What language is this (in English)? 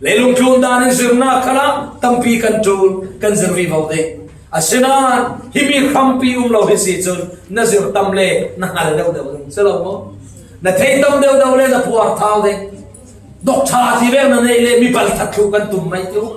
Falam Chin